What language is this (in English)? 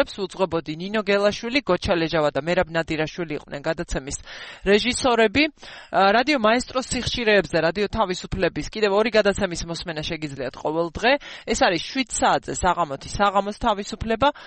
Georgian